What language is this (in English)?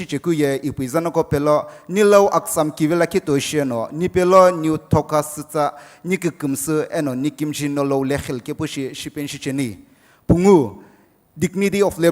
Sumi Naga